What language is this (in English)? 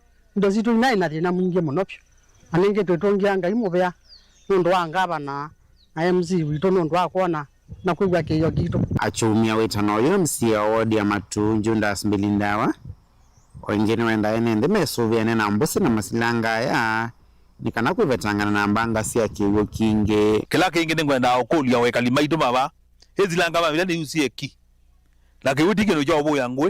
Kamba